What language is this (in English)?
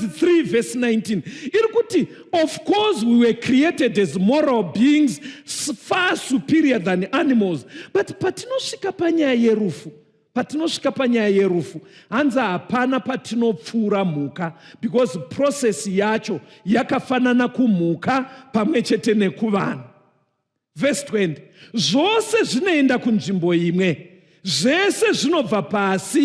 Shona